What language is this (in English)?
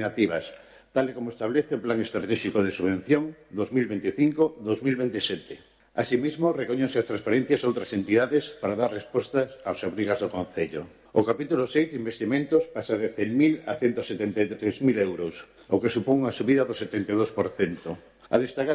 Galician